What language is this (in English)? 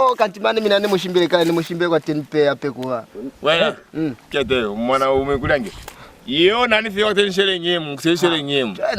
Lozi